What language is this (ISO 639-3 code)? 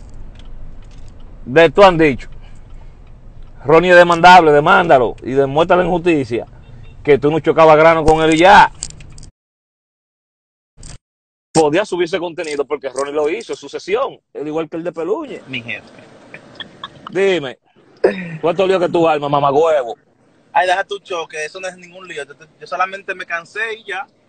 spa